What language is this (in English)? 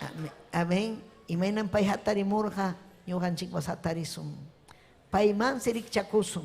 Ayacucho Quechua